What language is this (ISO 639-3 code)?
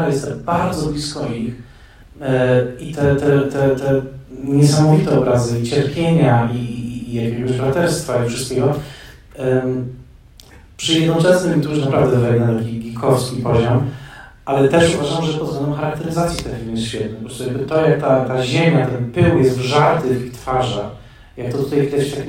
pol